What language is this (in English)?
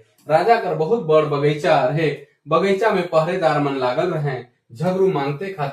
Sadri